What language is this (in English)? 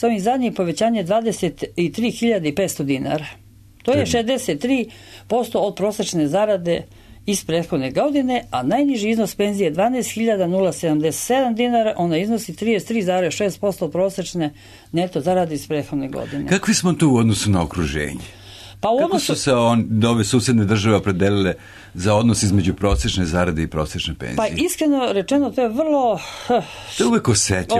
Serbian